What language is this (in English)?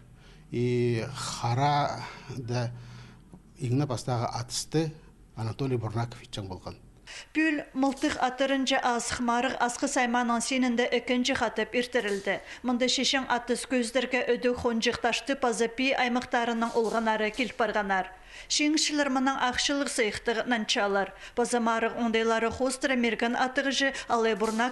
Khakas